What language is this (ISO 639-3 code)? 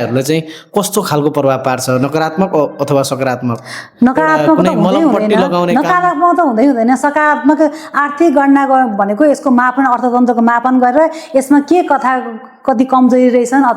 nep